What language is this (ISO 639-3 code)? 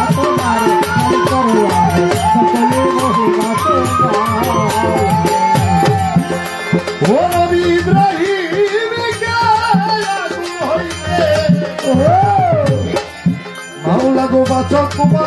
ben